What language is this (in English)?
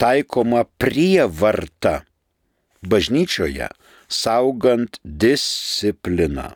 Lithuanian